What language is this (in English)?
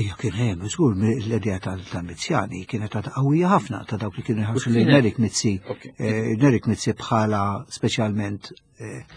Maltese